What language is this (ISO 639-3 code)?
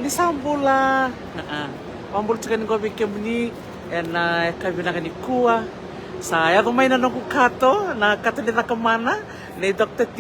fij